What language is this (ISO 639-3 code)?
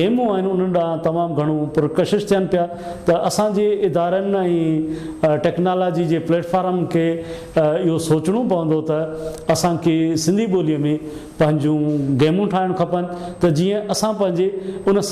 snd